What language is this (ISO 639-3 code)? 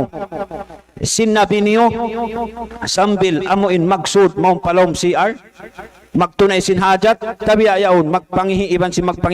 tsg